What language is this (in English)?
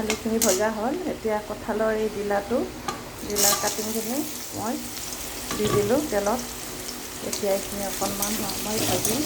Assamese